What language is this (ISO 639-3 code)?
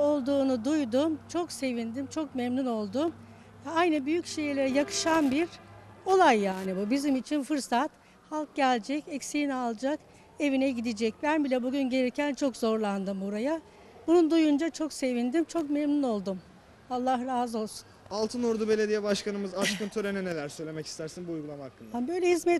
tur